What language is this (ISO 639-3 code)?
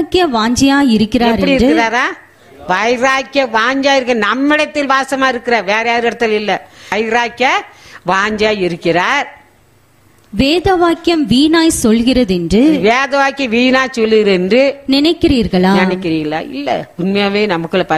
tam